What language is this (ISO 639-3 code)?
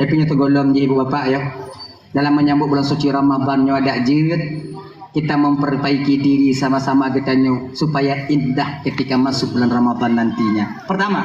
ace